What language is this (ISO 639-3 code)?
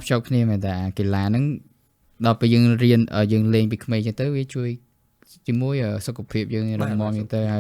khm